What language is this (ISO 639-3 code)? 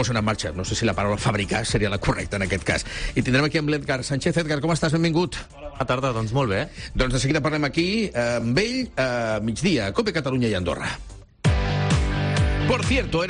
cat